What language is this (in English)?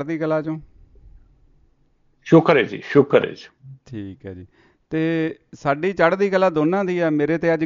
Punjabi